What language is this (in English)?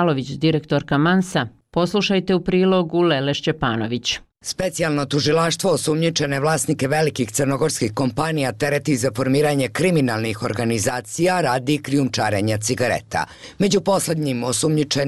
Bosnian